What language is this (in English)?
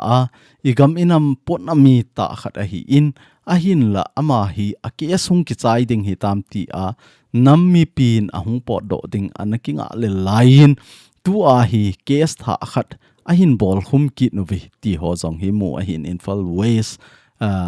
Thado Chin